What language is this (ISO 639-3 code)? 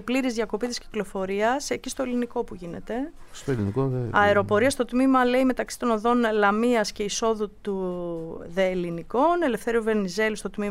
ell